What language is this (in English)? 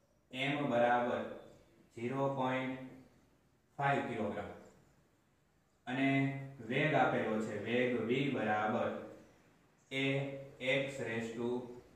Gujarati